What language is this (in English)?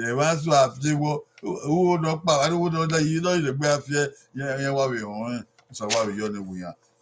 Bini